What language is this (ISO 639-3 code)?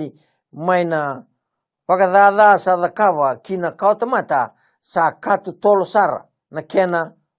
fij